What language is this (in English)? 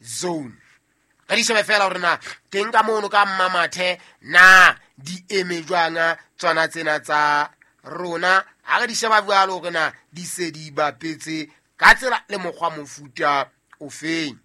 Southern Sotho